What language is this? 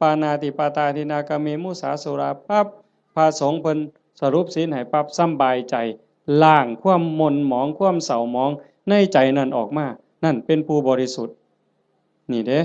Northeastern Thai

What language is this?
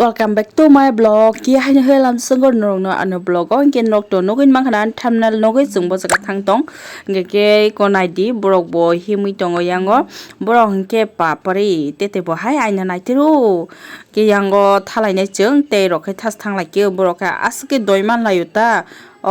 Kok Borok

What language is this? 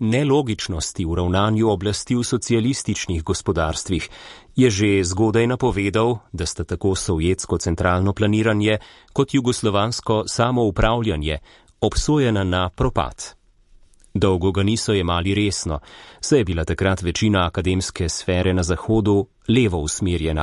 Slovenian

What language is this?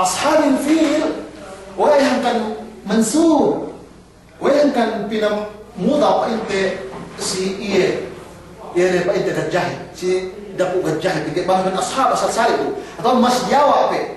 Yakan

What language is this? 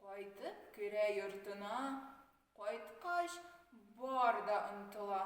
Tatar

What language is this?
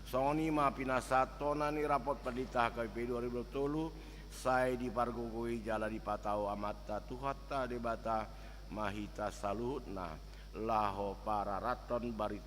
Batak Toba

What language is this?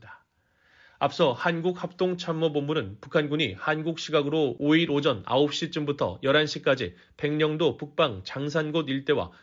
Korean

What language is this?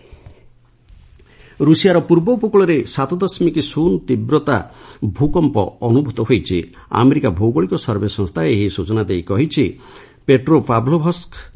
Odia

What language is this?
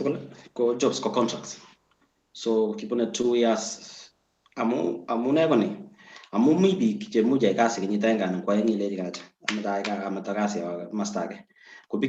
Kalenjin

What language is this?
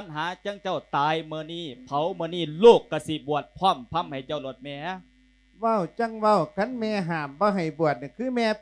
Lao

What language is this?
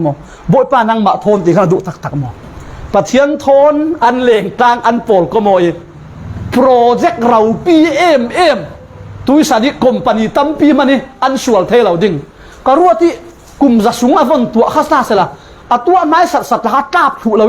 Falam Chin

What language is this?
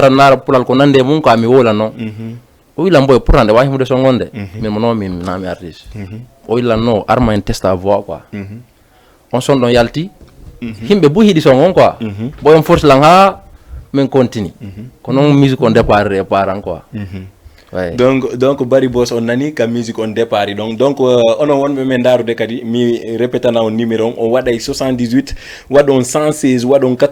Fula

